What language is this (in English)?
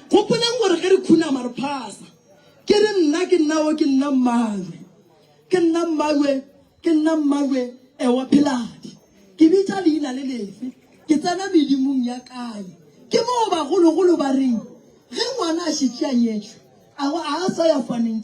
Northern Sotho